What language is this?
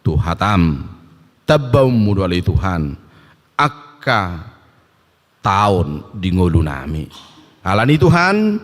Batak Toba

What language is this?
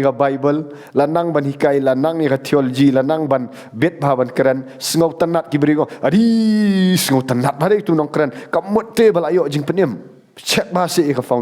Khasi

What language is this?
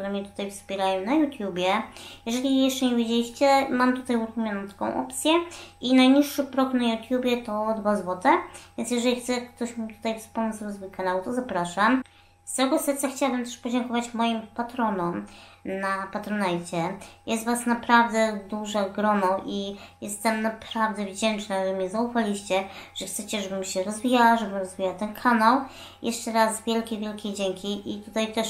Polish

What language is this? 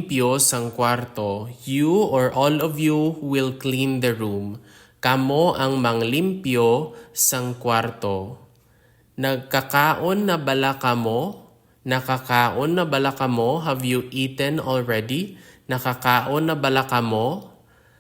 Hiligaynon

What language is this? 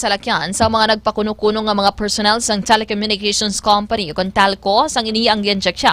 Hiligaynon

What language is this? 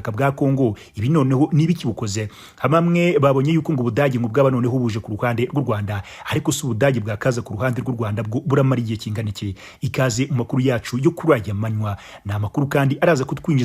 Kinyarwanda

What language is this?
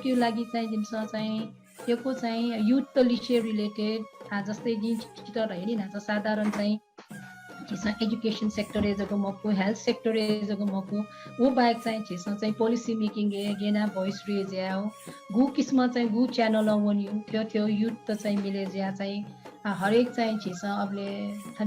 Newari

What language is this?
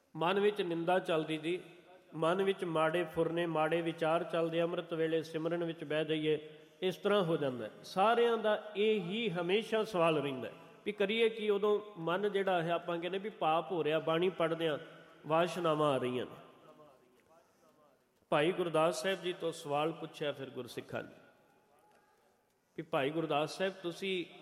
Punjabi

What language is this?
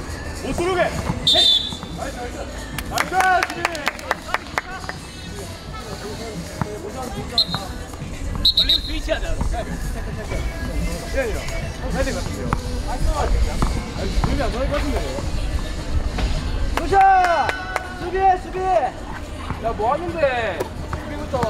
Korean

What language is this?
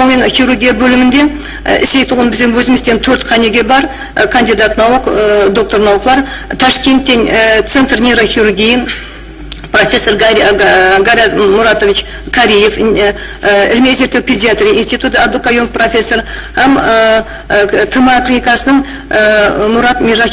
Kara-Kalpak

